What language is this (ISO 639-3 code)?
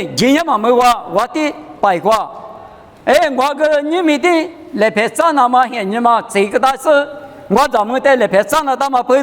lis